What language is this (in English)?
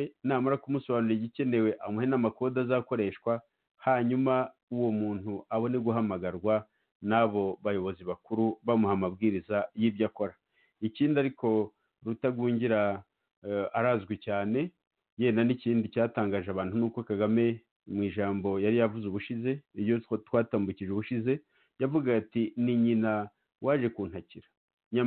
Kinyarwanda